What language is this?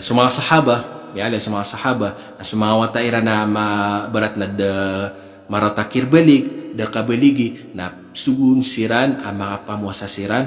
Maranao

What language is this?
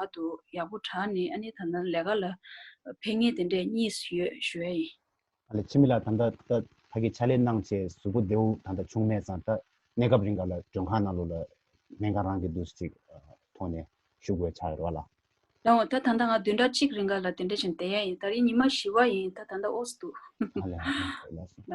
Tibetan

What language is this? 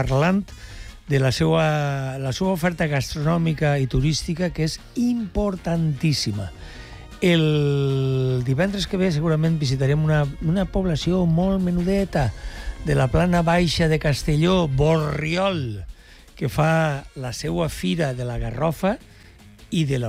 Catalan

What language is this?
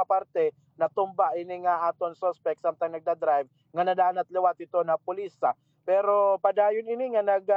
Waray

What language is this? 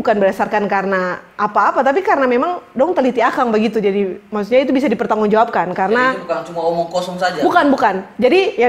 Ambonese Malay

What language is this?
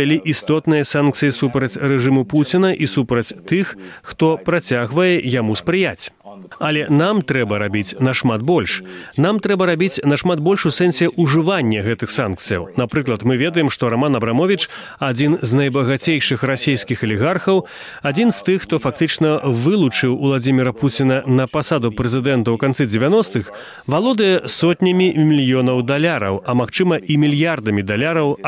Belarusian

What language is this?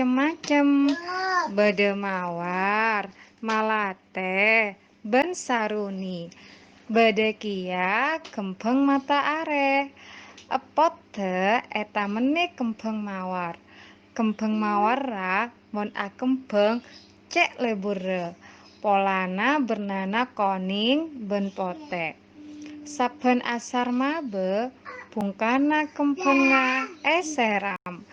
Madurese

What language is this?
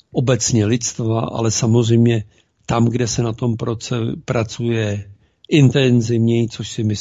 Czech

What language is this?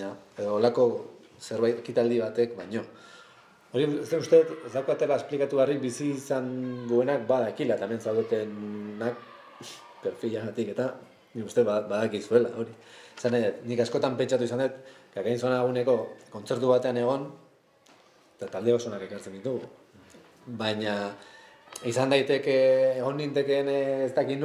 Basque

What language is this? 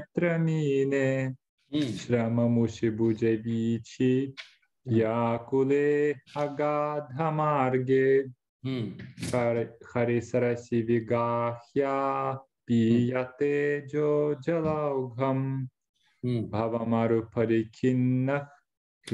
Sanskrit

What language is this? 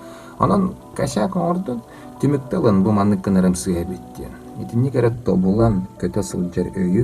Yakut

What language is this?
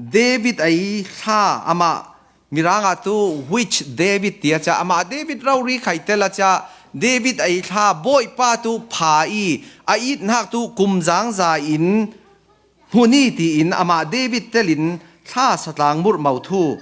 Falam Chin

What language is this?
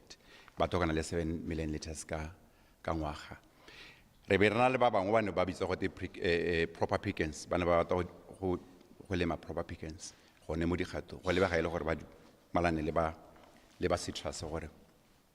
Tswana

